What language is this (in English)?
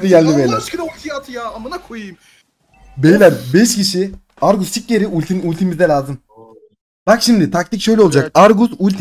Turkish